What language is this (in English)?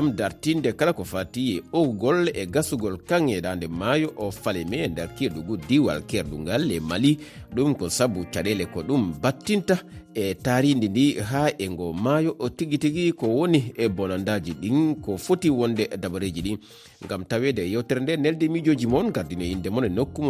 Fula